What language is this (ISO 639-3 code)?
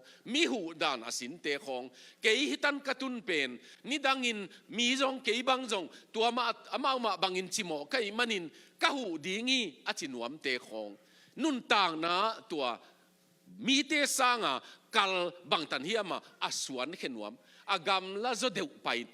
ctd